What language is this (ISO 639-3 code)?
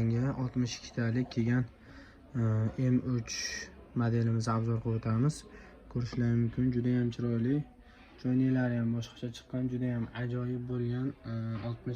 uzb